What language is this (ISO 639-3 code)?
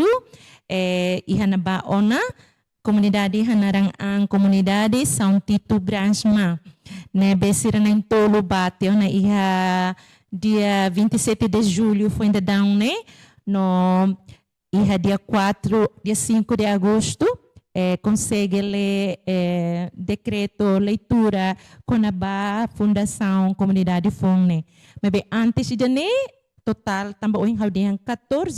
tet